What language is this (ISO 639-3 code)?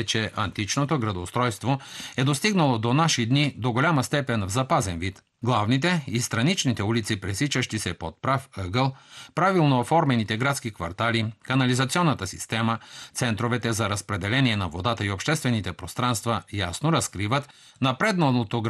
bul